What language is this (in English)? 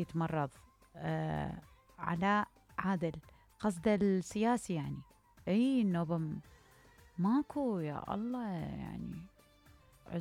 Mesopotamian Arabic